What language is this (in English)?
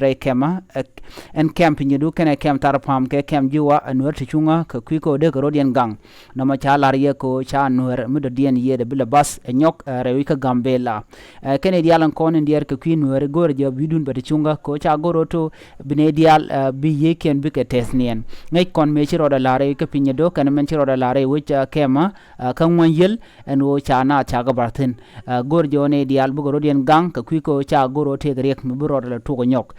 Nuer